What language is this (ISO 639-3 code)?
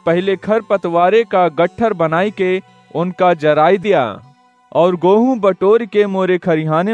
awa